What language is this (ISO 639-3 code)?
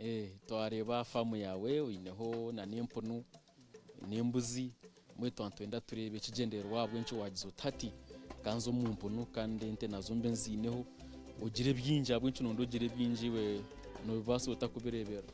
nyn